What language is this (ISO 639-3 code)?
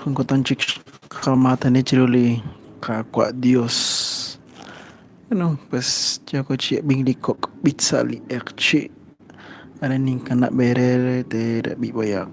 kek